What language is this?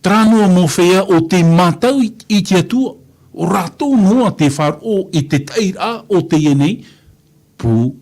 Tahitian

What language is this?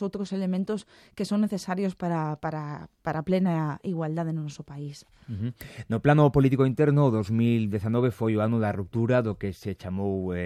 Galician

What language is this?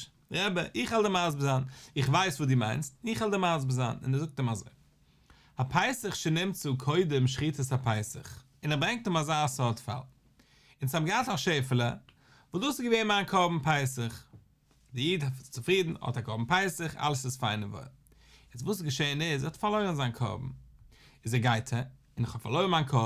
Yiddish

